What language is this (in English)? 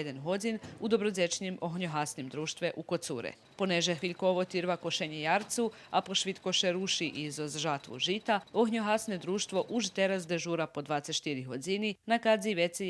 Rusyn